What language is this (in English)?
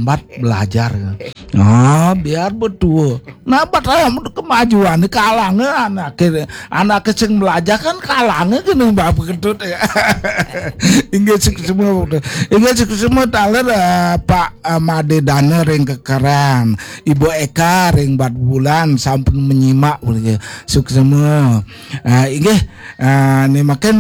Balinese